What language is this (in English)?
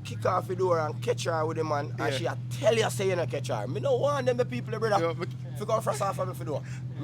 Jamaican Creole English